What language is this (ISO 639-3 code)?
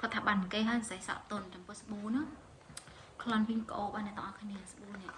khm